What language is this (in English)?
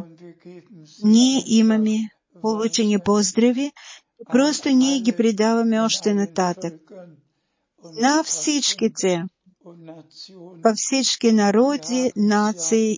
Bulgarian